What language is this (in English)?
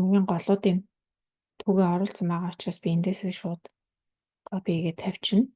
Mongolian